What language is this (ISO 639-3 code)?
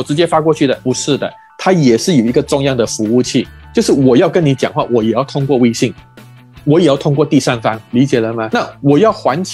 zho